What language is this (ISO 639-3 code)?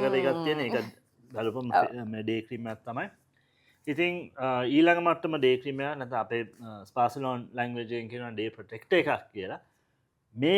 sin